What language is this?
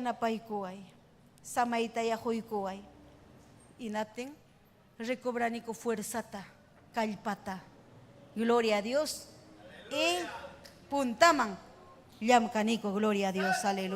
Ayacucho Quechua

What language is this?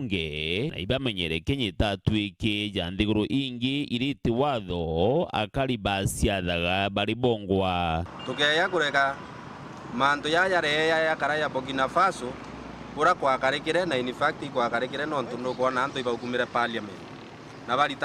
Meru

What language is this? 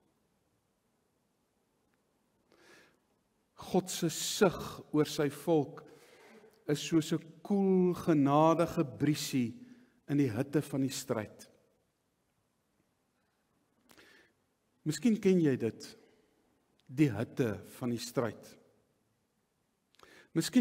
Afrikaans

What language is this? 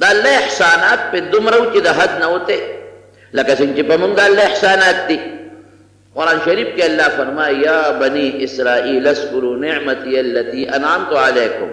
Pashto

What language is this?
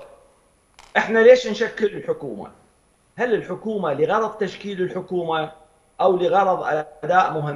Mesopotamian Arabic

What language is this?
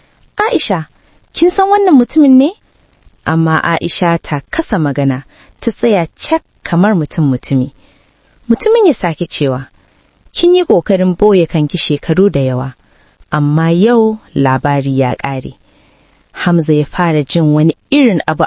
Hausa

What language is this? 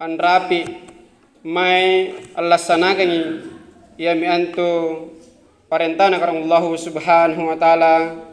Makasar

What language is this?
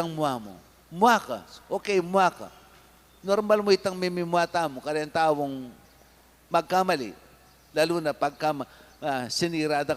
Pampanga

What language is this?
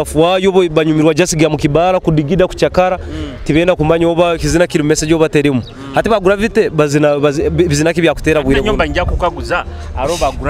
Nyoro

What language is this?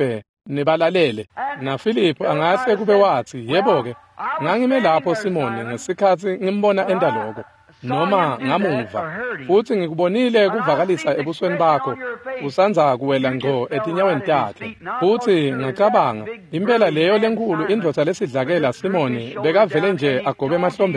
Swati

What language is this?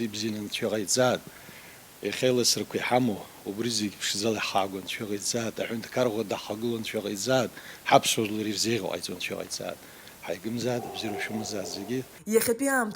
Abkhazian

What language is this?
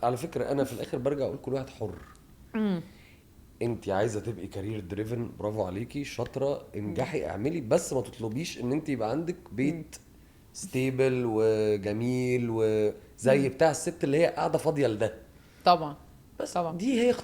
Egyptian Arabic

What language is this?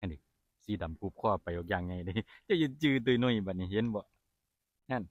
Northeastern Thai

